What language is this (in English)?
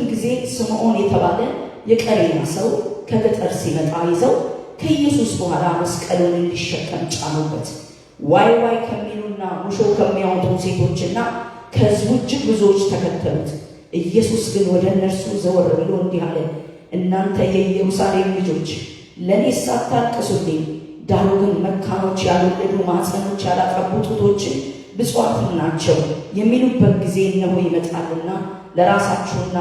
Amharic